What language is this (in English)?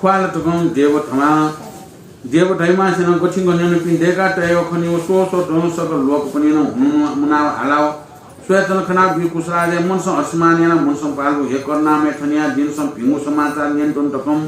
Newari